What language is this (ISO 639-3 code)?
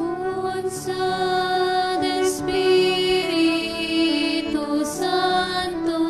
hil